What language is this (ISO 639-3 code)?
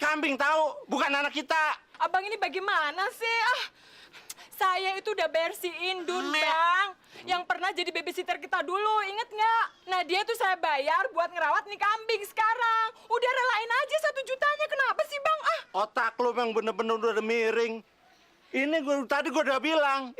bew